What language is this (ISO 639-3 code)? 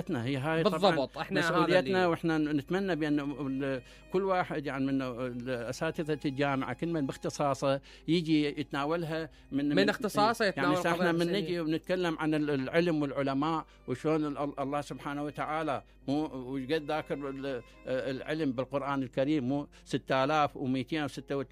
acm